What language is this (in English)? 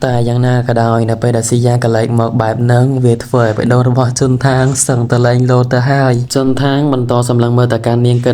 Khmer